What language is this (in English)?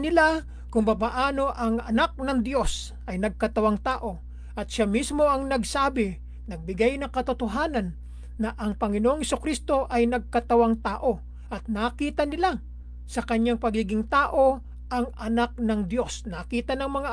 Filipino